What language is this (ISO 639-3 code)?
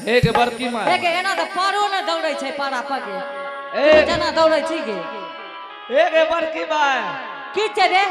anp